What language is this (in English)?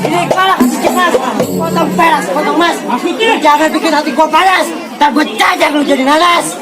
Betawi